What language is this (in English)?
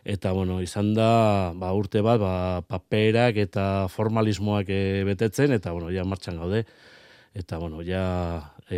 Basque